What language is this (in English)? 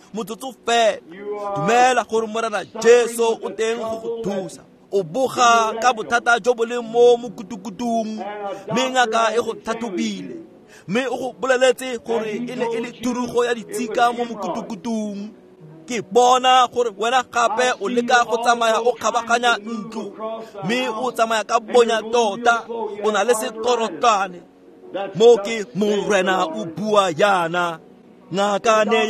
Tswana